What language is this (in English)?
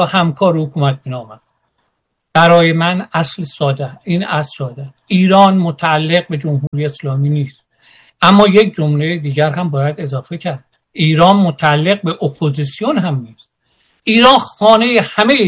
Persian